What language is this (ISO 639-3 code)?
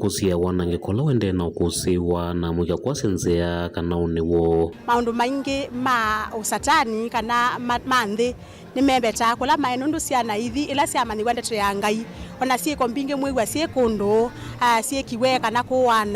kam